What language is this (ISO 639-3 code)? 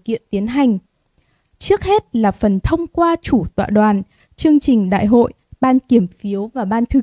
vie